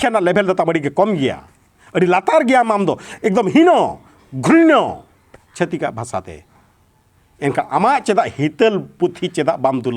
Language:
Santali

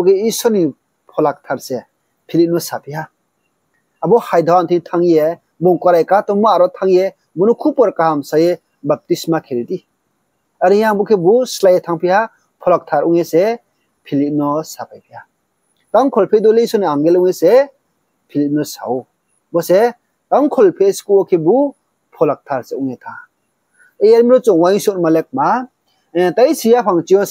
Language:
Riang (India)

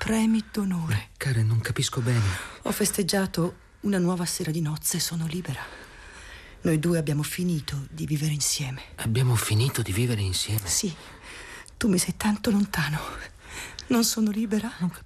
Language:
Italian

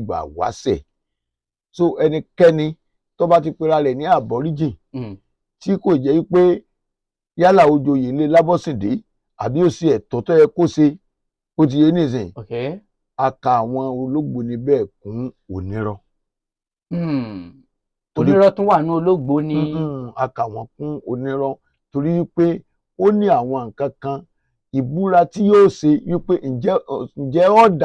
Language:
Yoruba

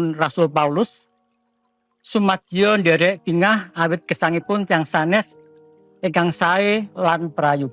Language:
Javanese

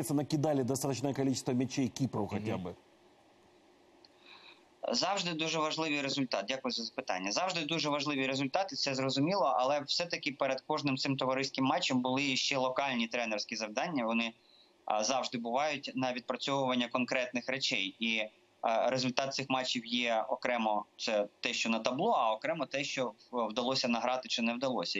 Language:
Ukrainian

